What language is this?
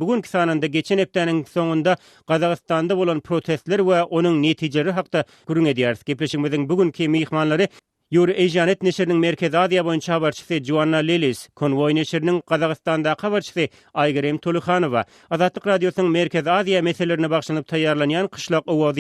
Turkmen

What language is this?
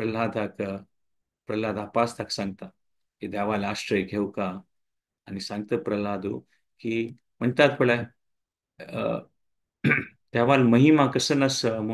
Konkani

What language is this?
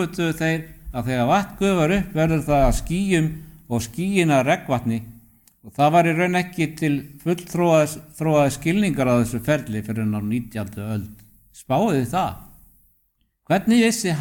Icelandic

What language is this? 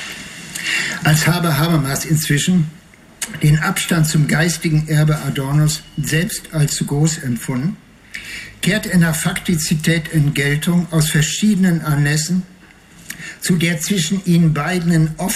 German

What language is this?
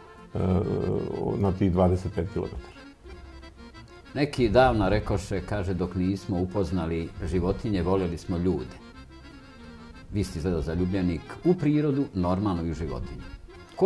Serbian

